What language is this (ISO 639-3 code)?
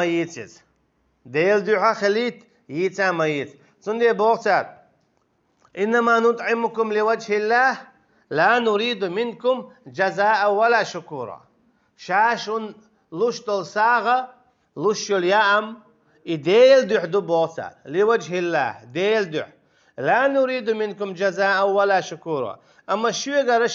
che